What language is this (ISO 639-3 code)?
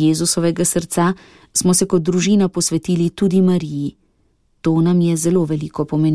slv